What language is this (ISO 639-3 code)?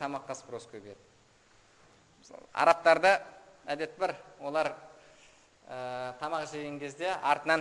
kaz